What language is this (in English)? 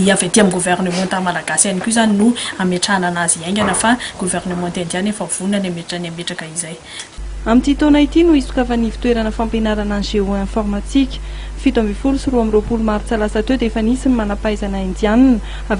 Malagasy